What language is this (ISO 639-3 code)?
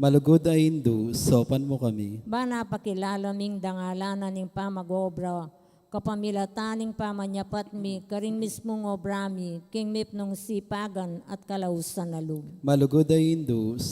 pam